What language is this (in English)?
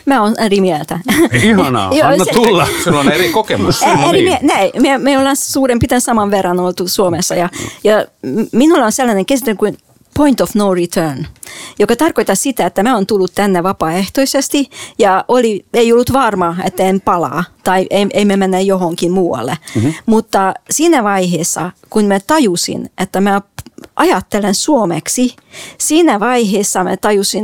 Finnish